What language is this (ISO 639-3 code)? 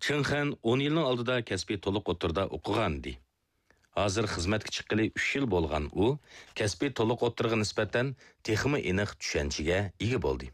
uig